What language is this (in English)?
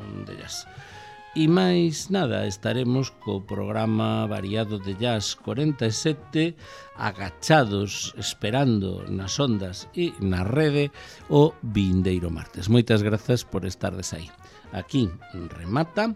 Galician